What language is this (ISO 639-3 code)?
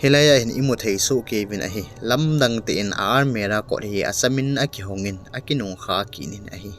tcz